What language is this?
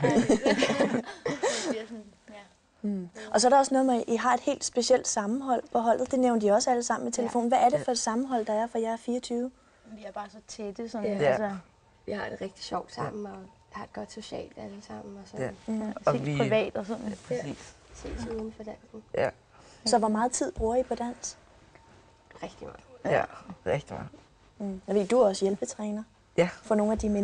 Danish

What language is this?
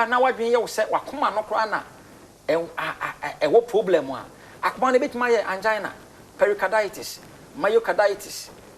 Akan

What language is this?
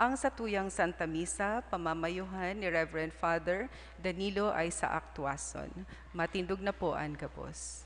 Bikol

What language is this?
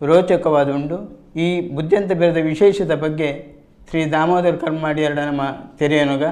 Tulu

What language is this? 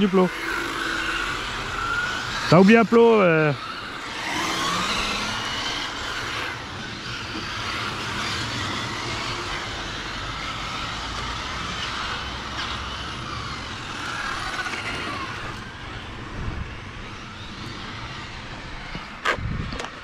French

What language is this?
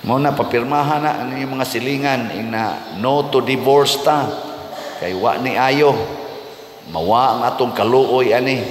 Cebuano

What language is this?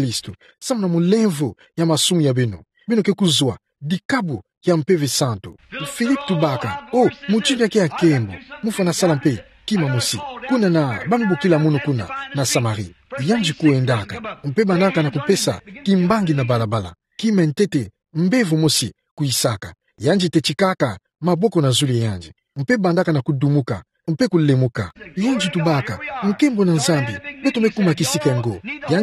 Kituba (Democratic Republic of Congo)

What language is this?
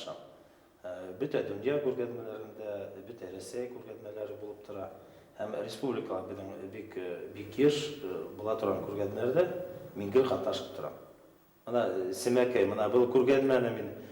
Bashkir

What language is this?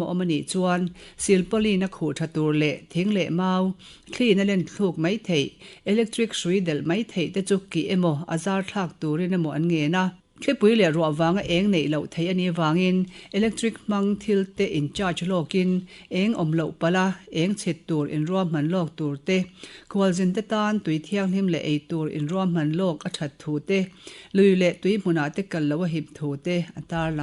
Mizo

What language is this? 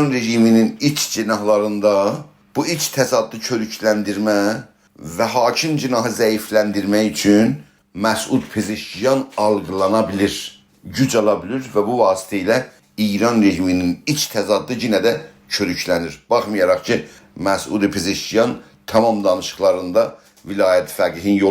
South Azerbaijani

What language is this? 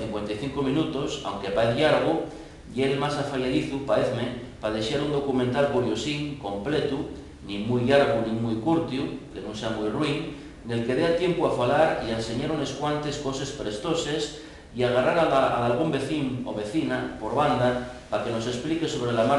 Asturian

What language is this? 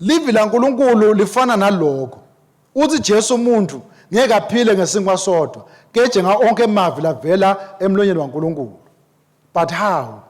Swati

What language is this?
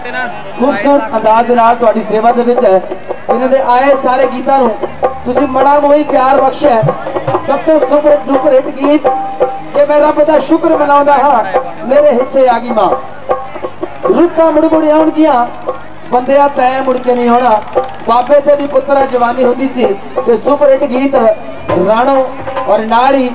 Punjabi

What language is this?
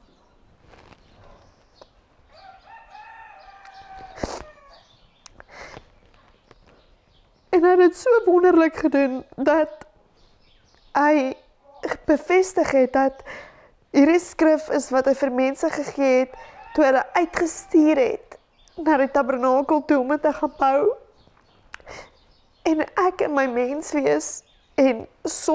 Afrikaans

